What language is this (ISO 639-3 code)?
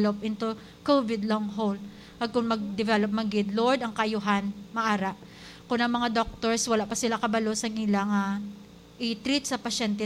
hil